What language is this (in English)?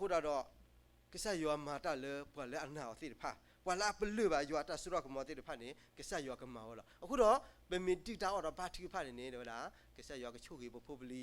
S'gaw Karen